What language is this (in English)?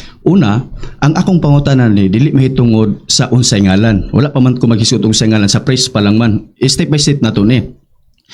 Cebuano